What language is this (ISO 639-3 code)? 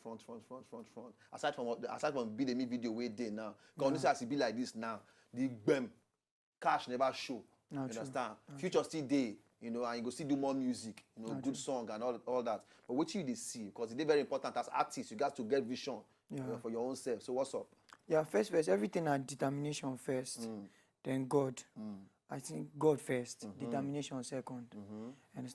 pcm